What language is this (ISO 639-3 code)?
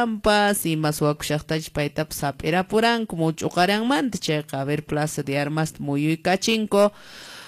que